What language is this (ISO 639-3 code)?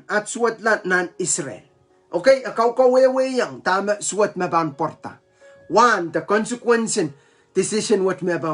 pon